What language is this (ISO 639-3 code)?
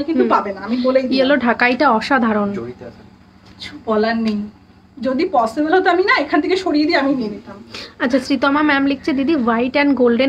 ben